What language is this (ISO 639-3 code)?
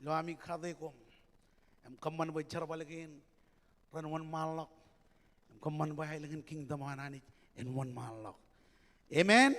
mah